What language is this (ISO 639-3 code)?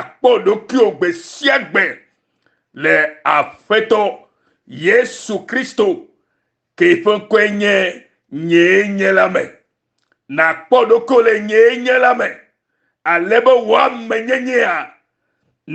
ewe